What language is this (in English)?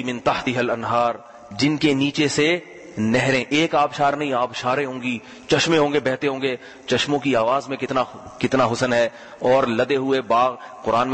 Urdu